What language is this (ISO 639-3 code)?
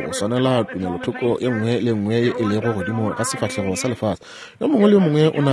nso